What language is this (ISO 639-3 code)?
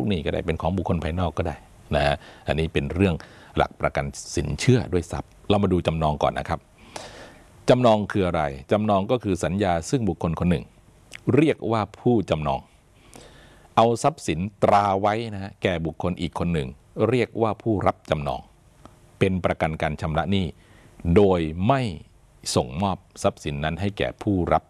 tha